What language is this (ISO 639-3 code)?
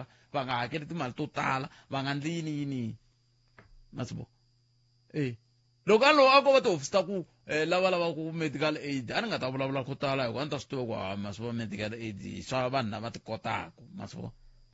tso